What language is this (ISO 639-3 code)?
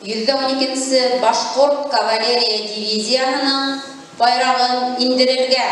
bak